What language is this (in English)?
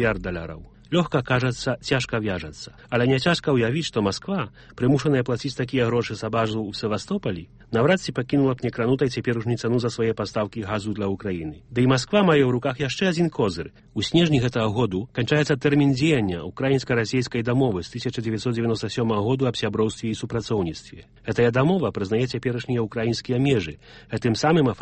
Belarusian